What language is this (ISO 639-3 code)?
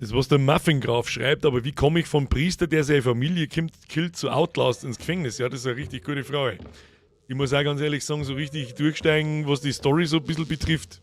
bar